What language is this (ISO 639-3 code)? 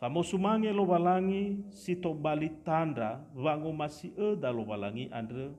nia